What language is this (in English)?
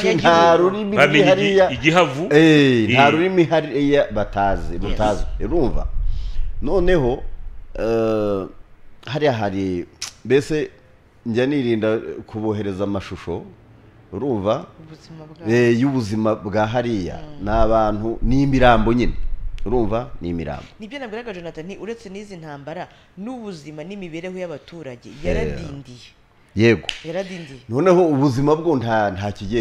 Kinyarwanda